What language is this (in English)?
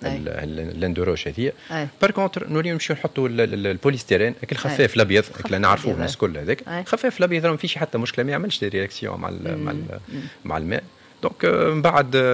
Tunisian Arabic